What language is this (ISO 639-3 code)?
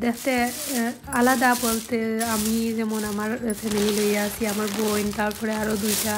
syl